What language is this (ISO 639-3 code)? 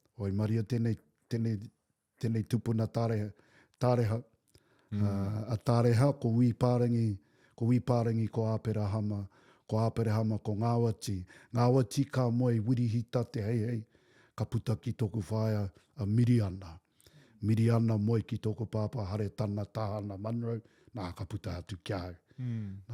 mri